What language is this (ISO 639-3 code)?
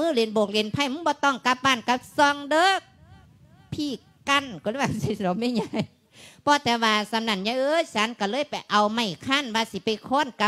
lao